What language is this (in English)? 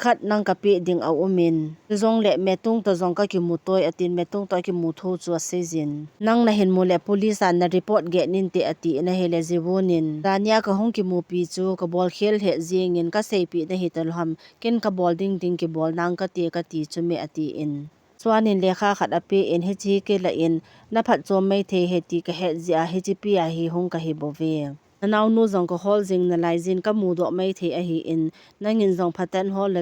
Thado Chin